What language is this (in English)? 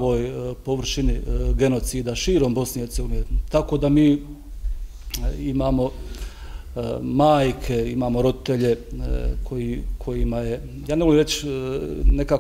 Bosnian